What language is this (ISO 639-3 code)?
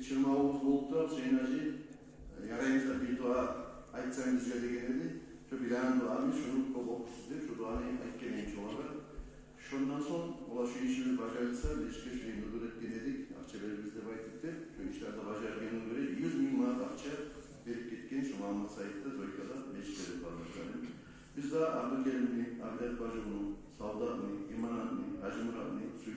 kum